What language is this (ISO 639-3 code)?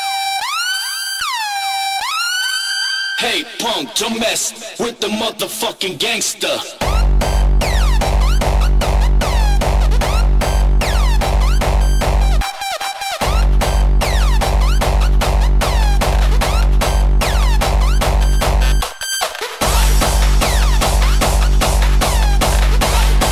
eng